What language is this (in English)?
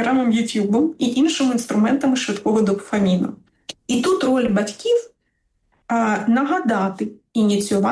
Ukrainian